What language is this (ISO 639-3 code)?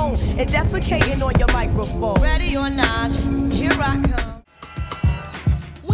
eng